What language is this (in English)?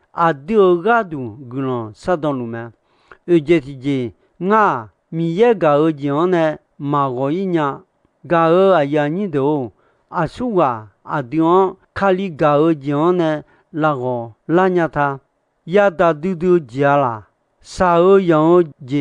Akha